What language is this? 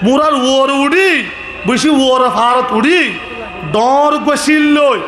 Rohingya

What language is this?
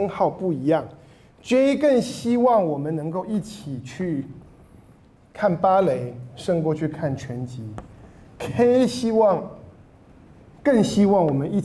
Chinese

